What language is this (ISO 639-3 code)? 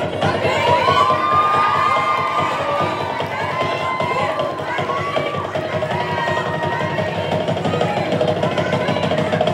guj